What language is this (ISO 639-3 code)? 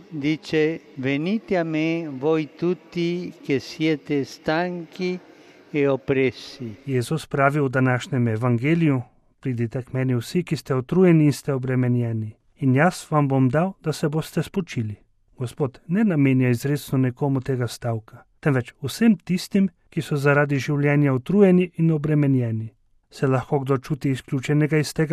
slv